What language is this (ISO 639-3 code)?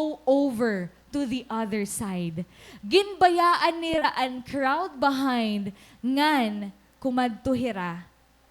war